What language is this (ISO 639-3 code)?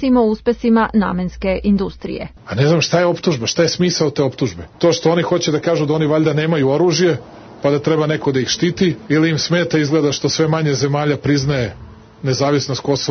srp